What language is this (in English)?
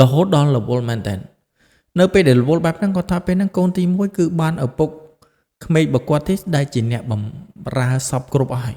Khmer